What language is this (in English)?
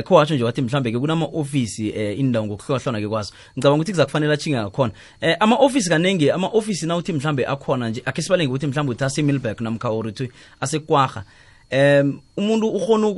South Ndebele